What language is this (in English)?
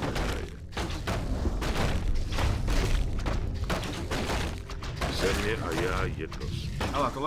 Czech